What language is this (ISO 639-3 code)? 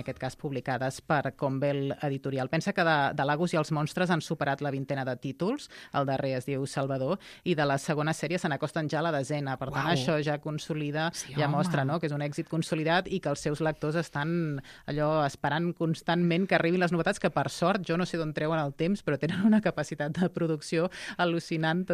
cat